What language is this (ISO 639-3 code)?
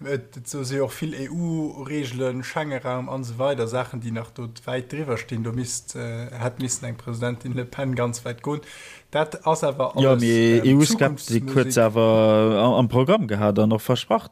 ltz